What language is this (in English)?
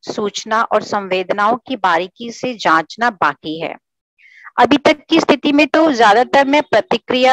Hindi